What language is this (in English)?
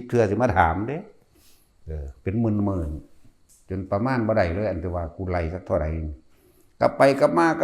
Lao